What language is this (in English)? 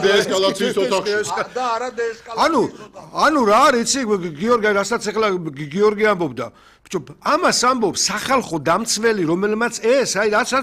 Georgian